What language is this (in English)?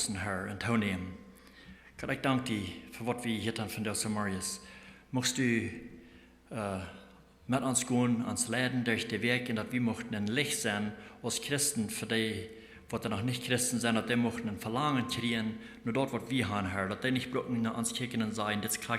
Plautdietsch